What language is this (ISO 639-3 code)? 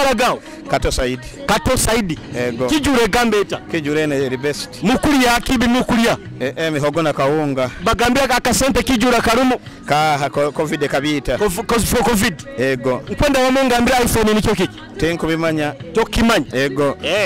nyo